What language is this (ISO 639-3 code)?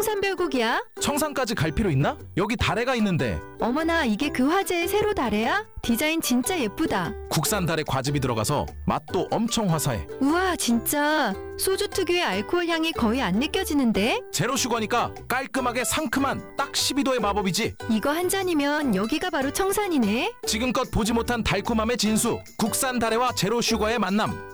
kor